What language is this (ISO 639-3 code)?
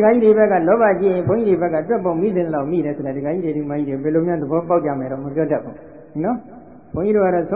mya